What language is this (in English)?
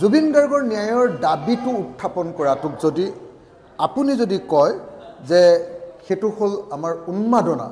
Assamese